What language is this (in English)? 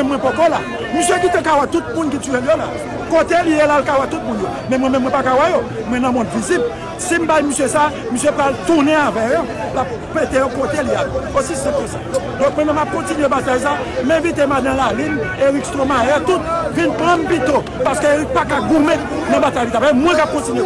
Haitian Creole